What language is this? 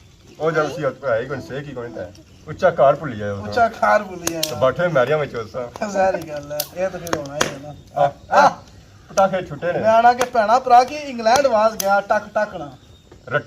Pahari-Potwari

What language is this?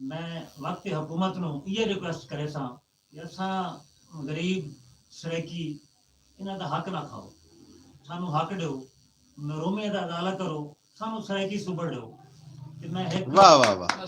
Saraiki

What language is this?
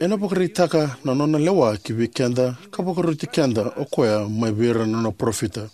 Fijian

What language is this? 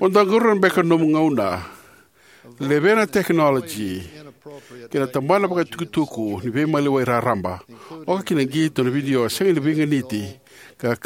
Fijian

